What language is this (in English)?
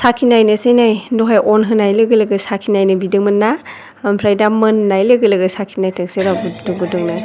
Bodo